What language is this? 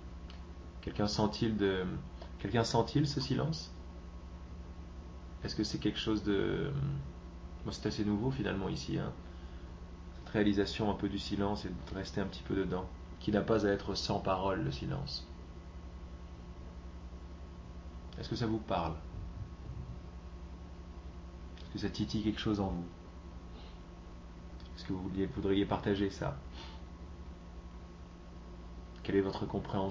French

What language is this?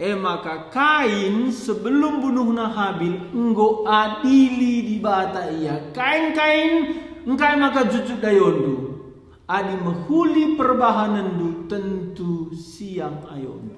Batak Karo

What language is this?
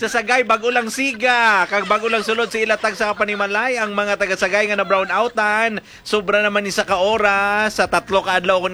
Hiligaynon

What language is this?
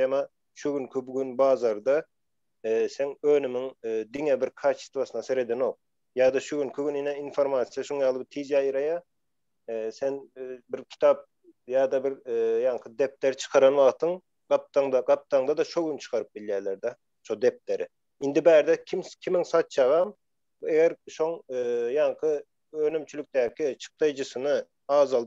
Turkmen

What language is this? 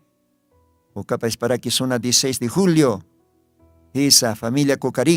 Aymara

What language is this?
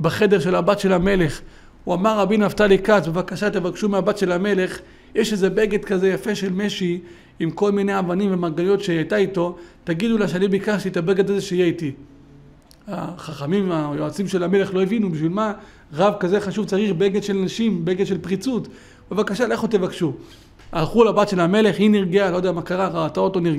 Hebrew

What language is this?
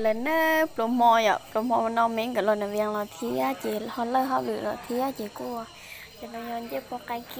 Hmong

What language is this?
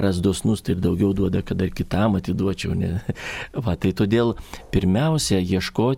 Lithuanian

